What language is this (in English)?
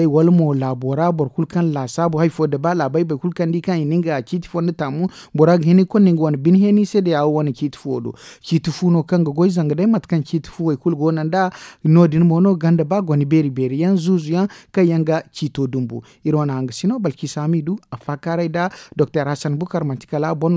Zarma